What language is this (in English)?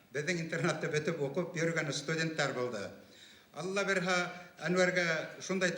Bashkir